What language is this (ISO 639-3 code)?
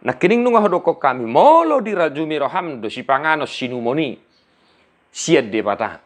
bbc